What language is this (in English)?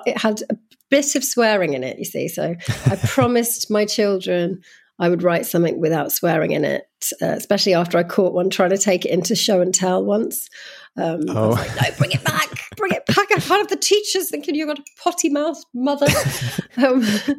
English